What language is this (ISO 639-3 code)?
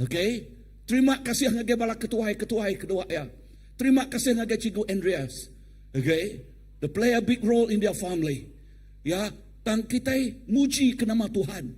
iba